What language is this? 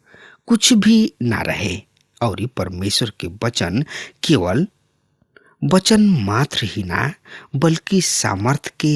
Bhojpuri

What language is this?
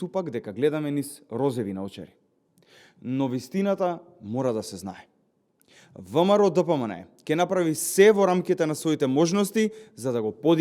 Macedonian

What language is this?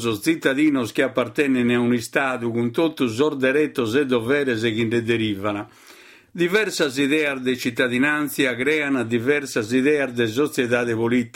Sardinian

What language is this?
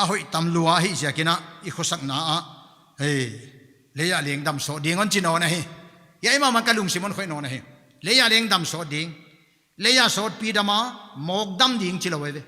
Paite Chin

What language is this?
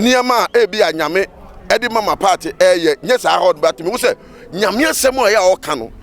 Akan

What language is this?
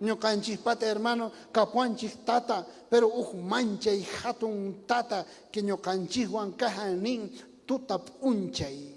South Bolivian Quechua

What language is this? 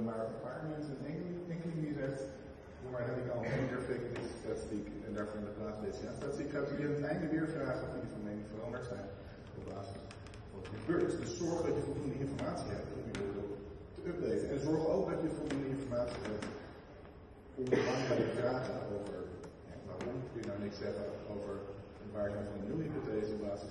Dutch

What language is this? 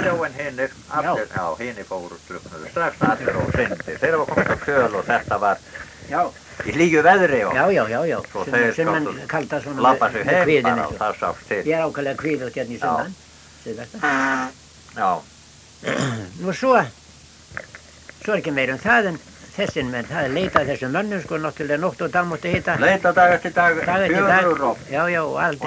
Icelandic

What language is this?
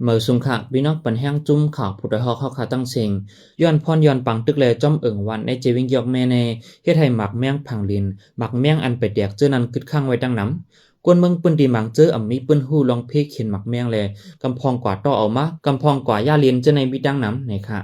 Shan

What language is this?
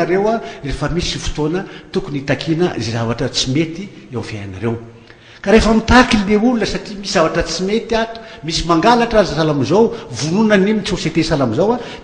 Malagasy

